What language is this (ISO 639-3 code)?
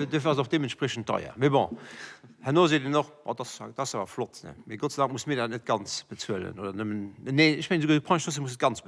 ltz